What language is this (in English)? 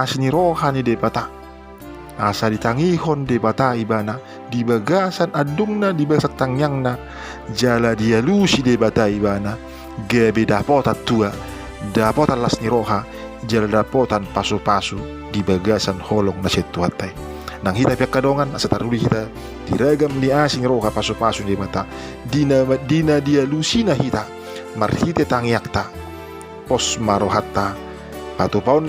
Batak Toba